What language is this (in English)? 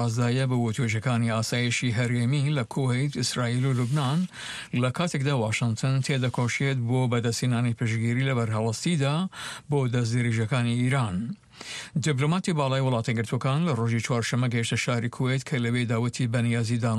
Central Kurdish